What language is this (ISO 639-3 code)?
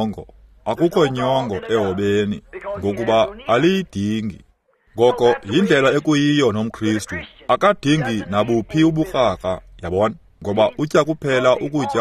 xho